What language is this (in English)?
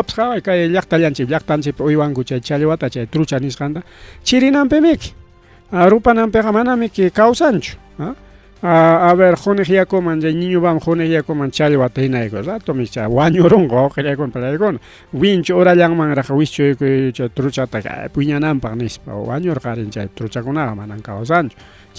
Ayacucho Quechua